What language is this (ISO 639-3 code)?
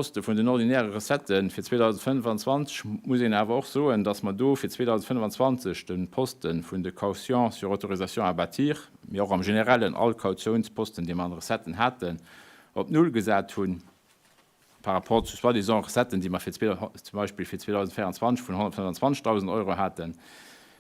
ltz